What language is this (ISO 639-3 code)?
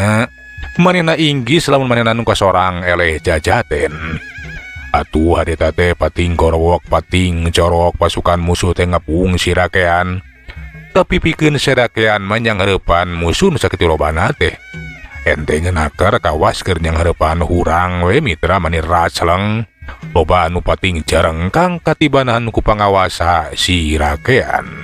sun